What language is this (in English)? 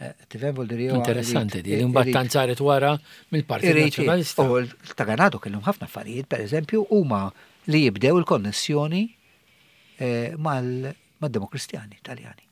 Maltese